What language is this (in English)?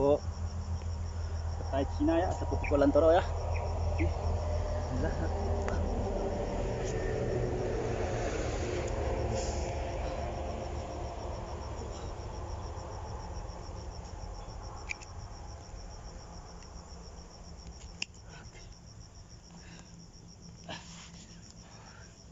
Malay